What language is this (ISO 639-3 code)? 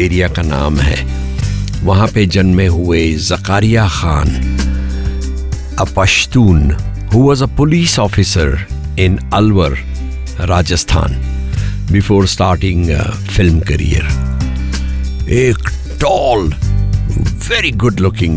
hin